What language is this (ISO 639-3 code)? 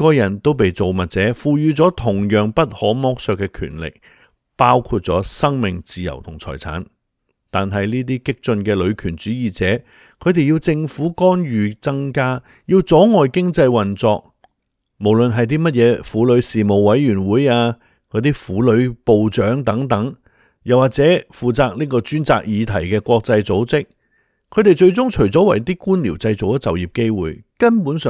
yue